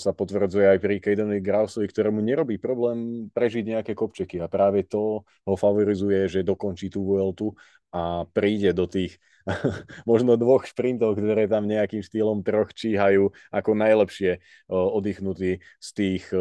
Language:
Slovak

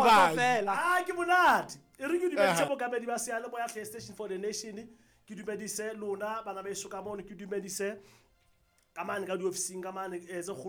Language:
Southern Sotho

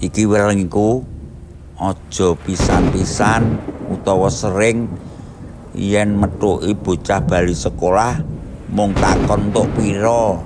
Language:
Javanese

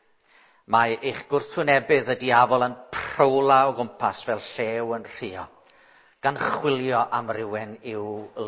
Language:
Welsh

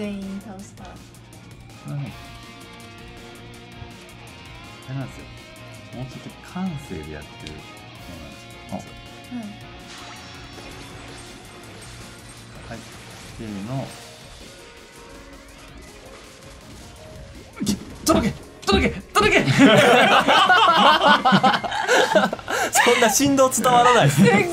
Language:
Japanese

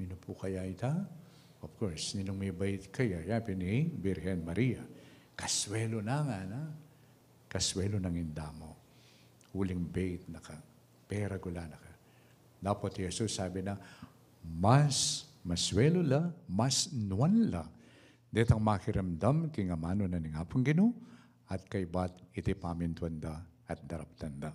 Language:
Pampanga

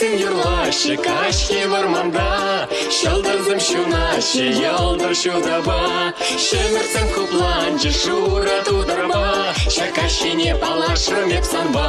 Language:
Chuvash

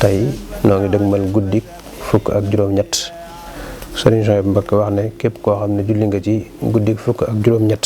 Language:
Wolof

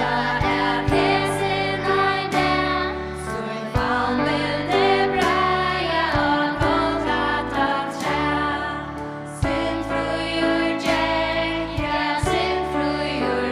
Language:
Faroese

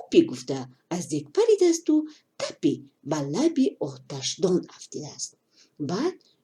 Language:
Tajik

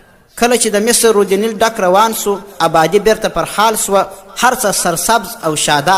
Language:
Pashto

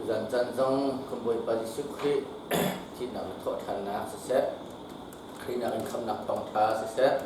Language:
Hakha Chin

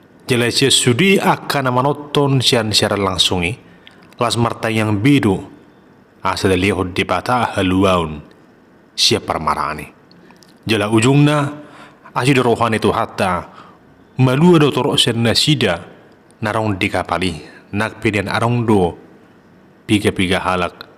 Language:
Batak Toba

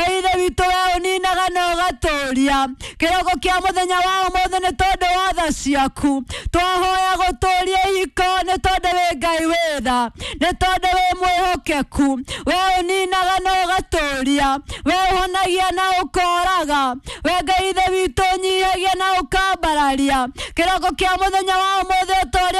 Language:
Kikuyu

